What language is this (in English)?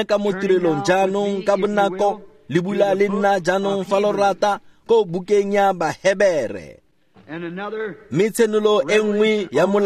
Tswana